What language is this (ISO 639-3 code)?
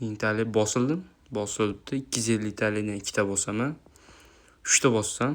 uzb